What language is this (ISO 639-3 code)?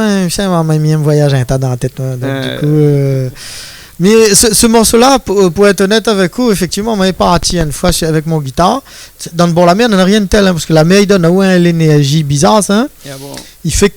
rcf